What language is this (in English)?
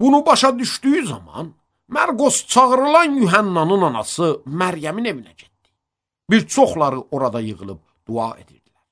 Azerbaijani